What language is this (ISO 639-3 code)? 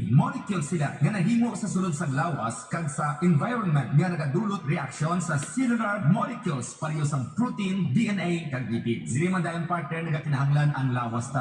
hil